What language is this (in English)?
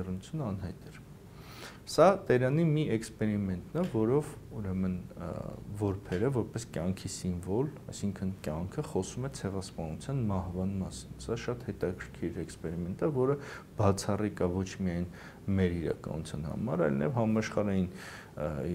Armenian